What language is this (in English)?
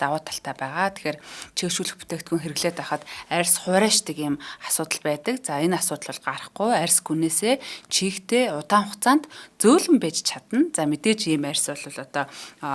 Mongolian